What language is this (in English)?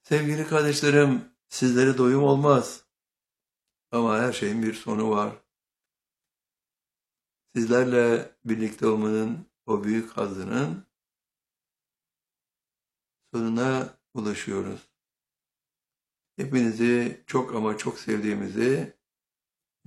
Turkish